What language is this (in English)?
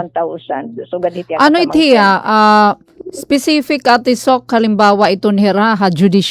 Waray